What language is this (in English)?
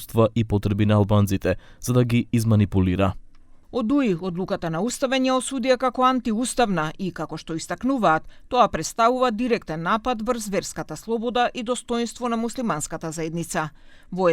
Macedonian